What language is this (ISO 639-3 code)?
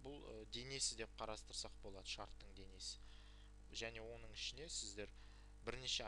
kaz